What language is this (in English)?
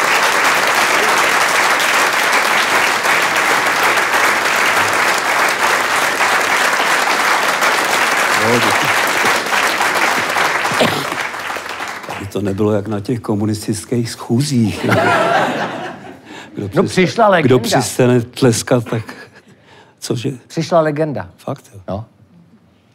Czech